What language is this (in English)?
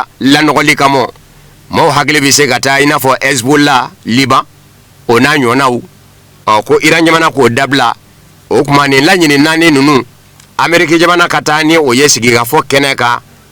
Bambara